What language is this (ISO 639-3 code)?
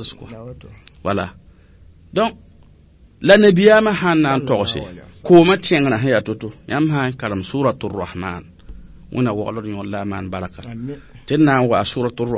mos